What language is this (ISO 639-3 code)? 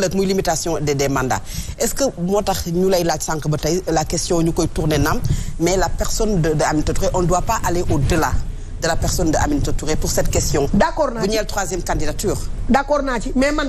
wol